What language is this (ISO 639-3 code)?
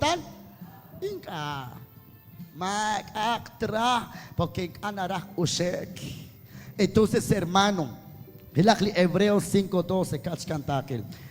kek